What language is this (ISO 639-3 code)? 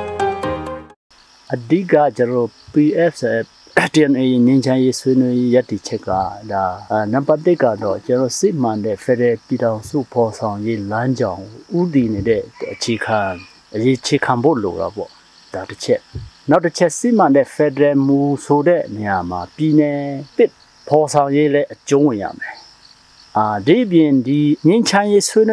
mya